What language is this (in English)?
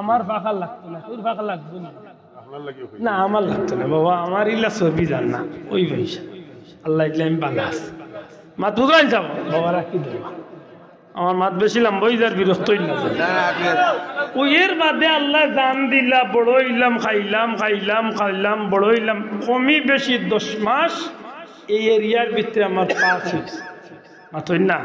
Sylheti